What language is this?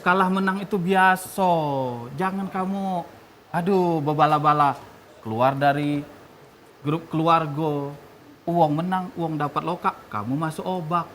Musi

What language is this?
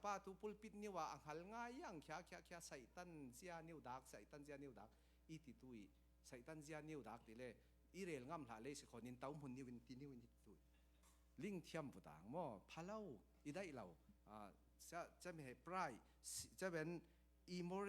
Falam Chin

